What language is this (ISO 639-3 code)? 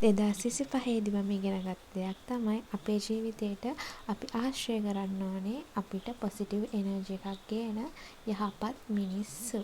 sin